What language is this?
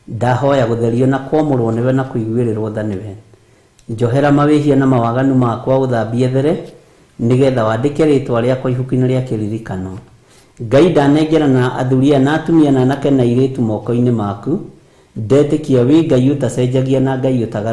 Kikuyu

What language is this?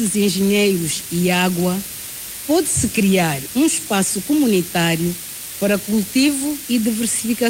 Portuguese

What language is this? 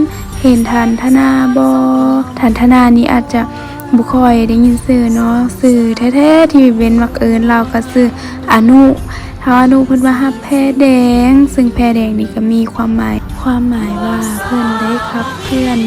Lao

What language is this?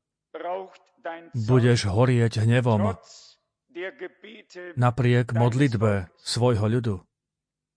Slovak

